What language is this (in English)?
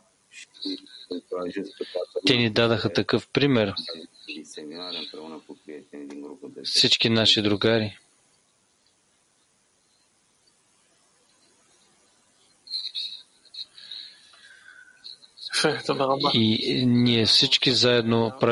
Bulgarian